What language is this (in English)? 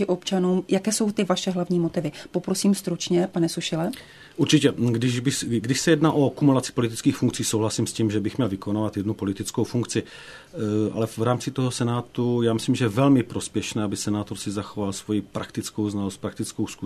Czech